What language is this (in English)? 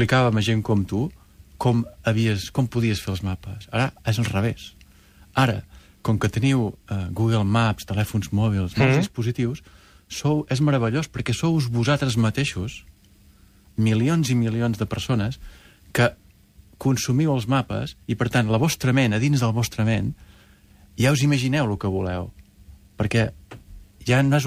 Catalan